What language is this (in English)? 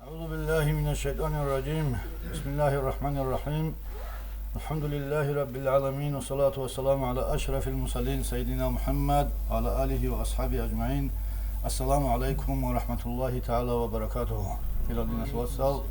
Avaric